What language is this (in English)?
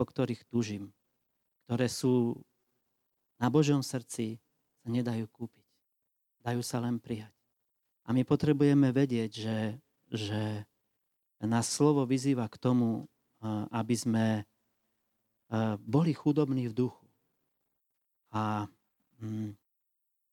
Slovak